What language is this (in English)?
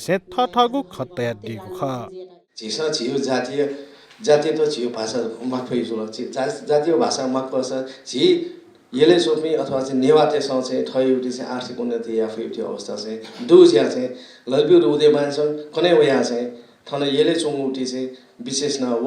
Newari